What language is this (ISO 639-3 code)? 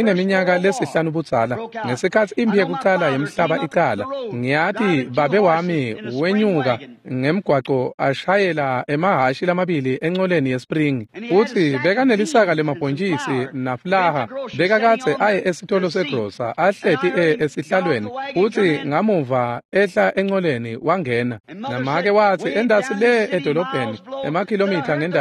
ssw